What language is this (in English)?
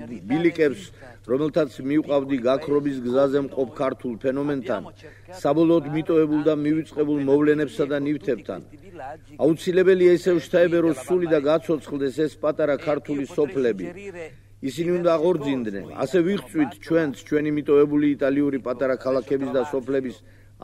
Georgian